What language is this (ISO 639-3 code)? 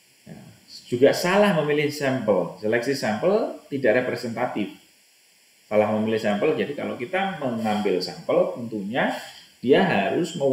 ind